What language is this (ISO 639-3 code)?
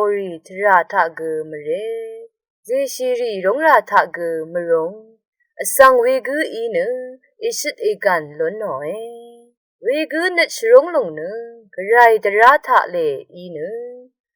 raw